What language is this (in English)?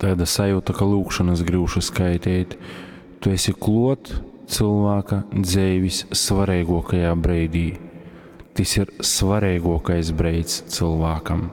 Latgalian